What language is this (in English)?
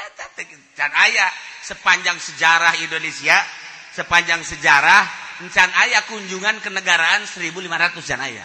Sundanese